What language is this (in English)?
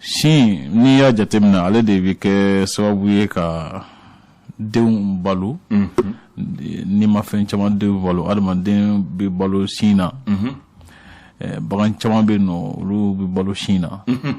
Bambara